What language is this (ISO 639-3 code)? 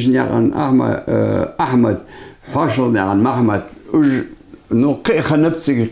inh